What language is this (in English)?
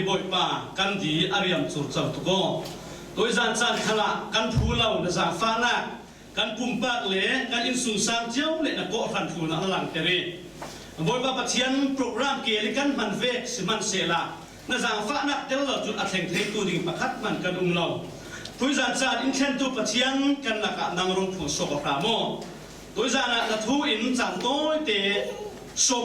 Falam Chin